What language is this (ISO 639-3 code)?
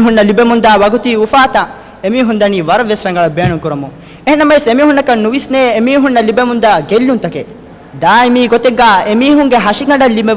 div